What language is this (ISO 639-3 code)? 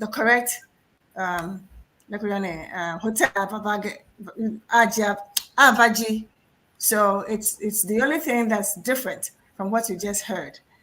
ewe